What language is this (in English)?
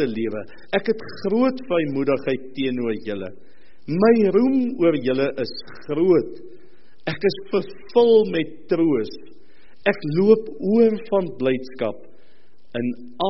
Afrikaans